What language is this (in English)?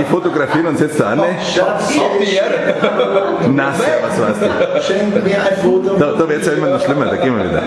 Bavarian